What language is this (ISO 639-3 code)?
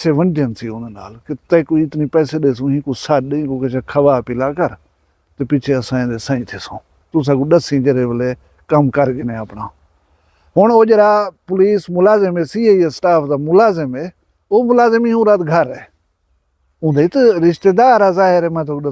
skr